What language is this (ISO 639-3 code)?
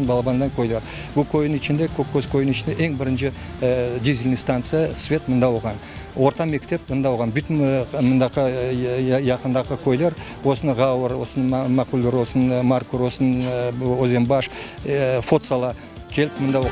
crh